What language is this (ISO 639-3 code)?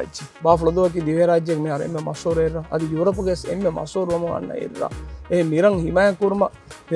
div